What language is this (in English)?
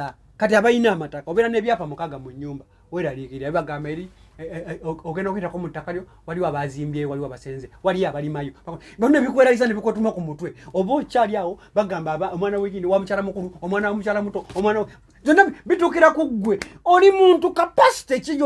Ganda